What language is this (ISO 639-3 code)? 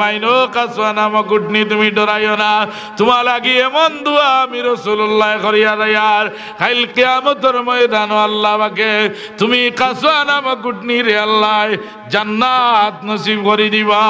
syl